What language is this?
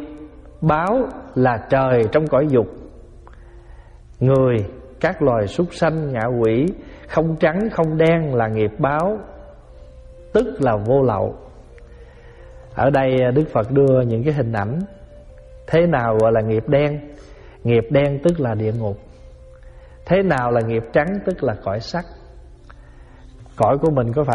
Vietnamese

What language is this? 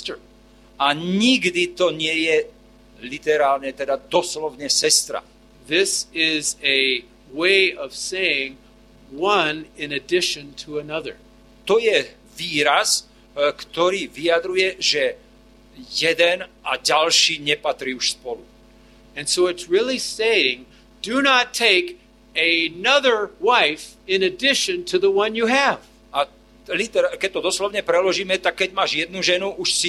Slovak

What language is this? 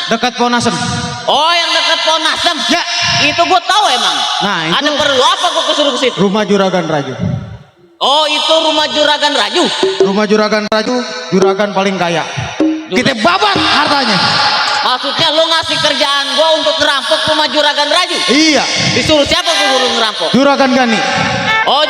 Betawi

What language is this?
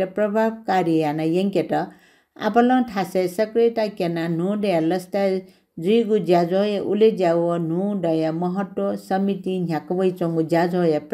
Newari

